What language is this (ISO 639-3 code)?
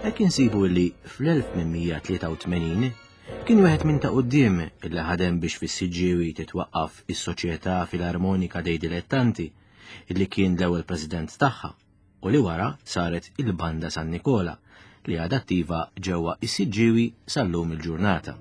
mlt